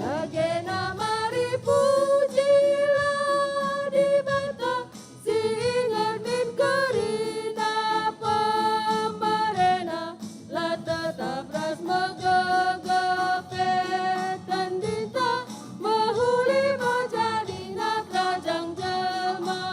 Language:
Batak Karo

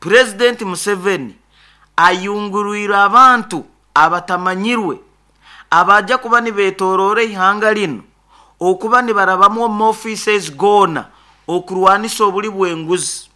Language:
Nyoro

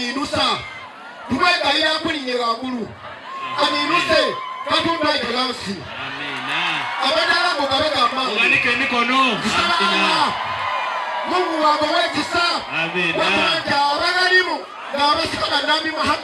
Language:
Soga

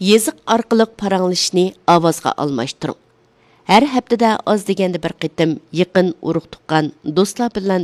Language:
Uyghur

